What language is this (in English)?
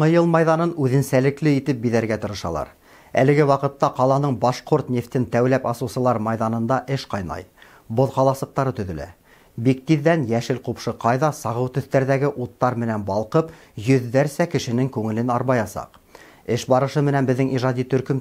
Bashkir